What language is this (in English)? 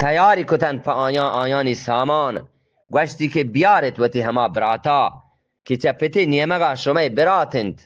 Eastern Balochi